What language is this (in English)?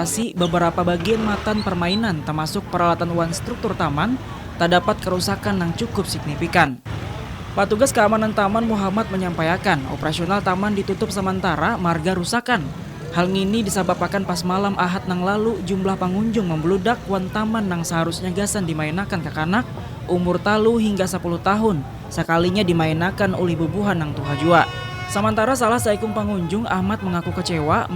Banjar